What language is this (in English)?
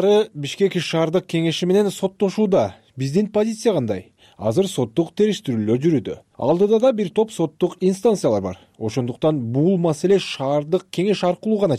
Kyrgyz